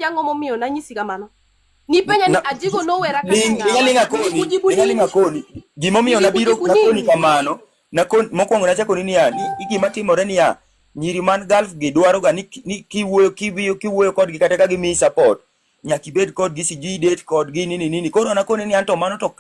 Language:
Luo (Kenya and Tanzania)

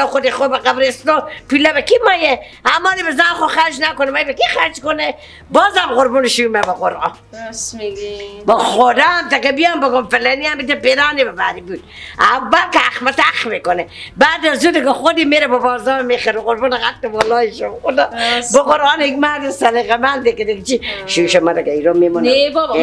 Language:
Persian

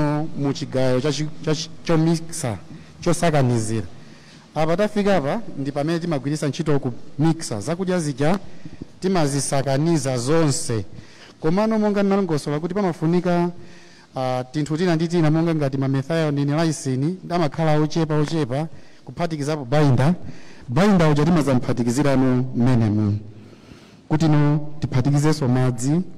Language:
Nyanja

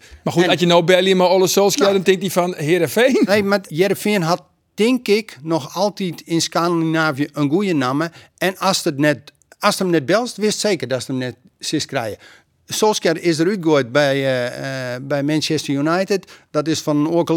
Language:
Western Frisian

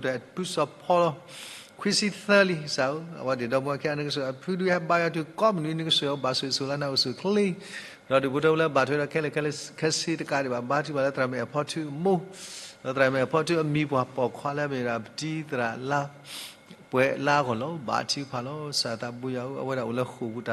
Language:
S'gaw Karen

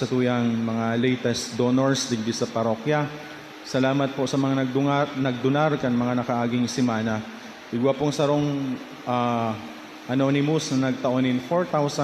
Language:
Bikol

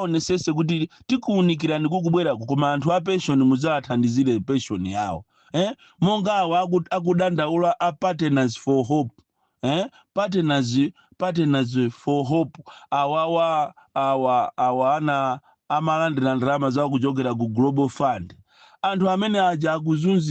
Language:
Nyanja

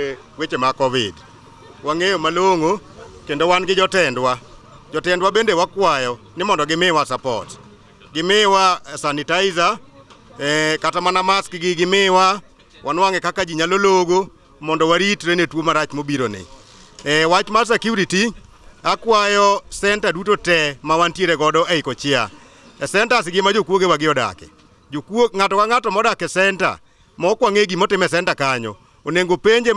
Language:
Luo (Kenya and Tanzania)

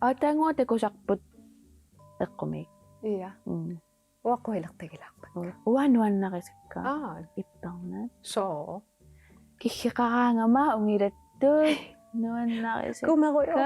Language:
Kalaallisut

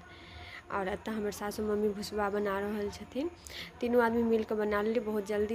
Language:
Maithili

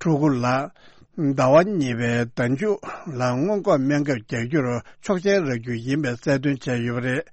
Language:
Tibetan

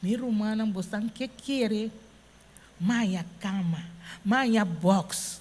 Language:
Papiamento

